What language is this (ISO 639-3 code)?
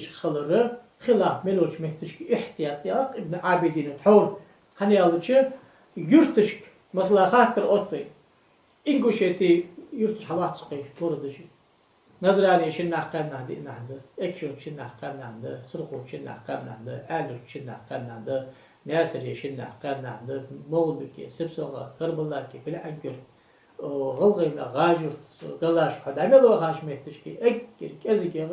inh